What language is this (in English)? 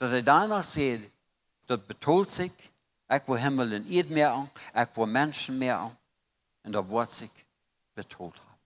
Plautdietsch